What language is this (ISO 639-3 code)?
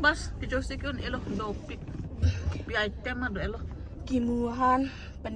mjw